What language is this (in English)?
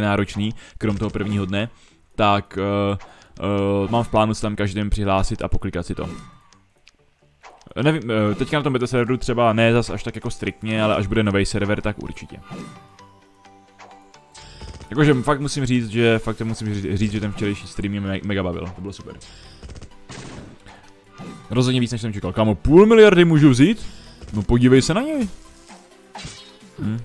Czech